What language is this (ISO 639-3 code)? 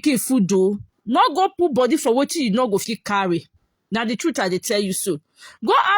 pcm